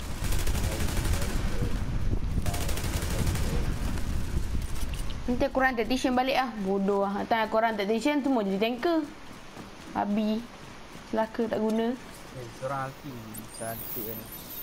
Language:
Malay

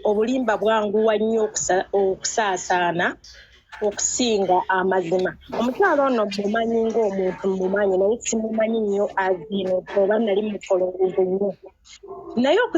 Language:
Ganda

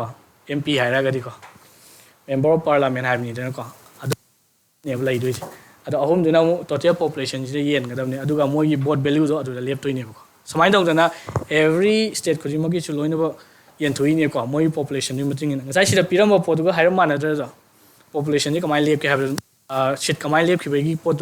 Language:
Manipuri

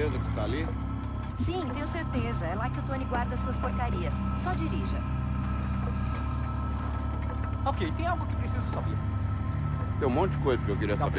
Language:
Portuguese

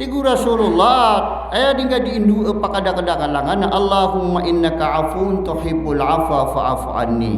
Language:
Maranao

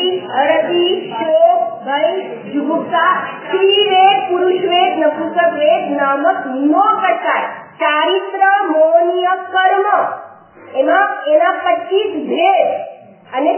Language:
Gujarati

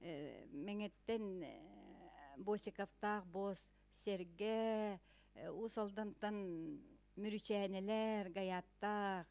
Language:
Yakut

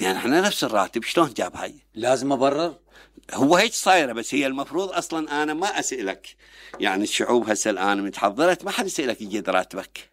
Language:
Mesopotamian Arabic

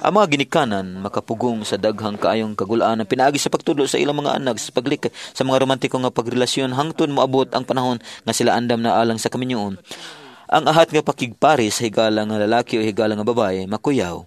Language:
Cebuano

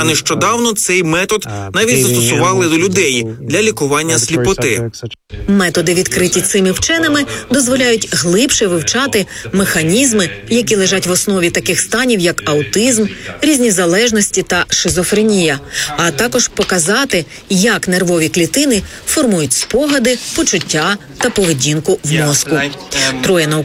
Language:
Ukrainian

